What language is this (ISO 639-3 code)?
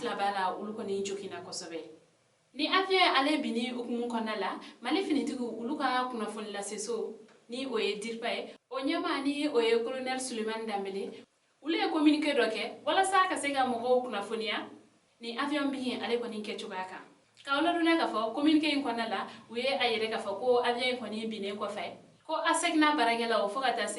bam